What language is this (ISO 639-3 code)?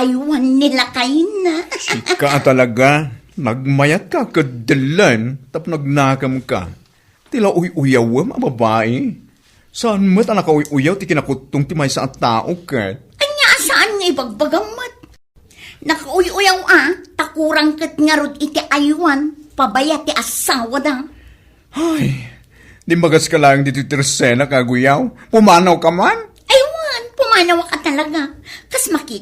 ilo